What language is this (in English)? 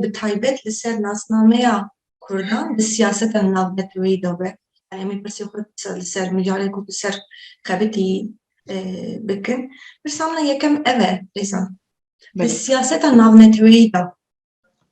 Kurdish